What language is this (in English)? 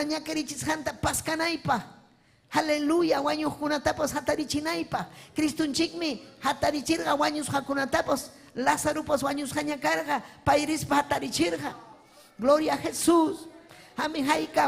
Ayacucho Quechua